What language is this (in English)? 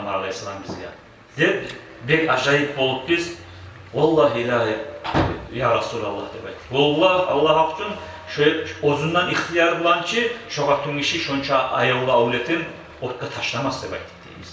Kumyk